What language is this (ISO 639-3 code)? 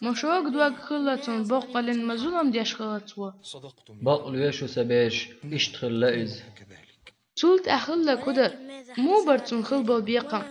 che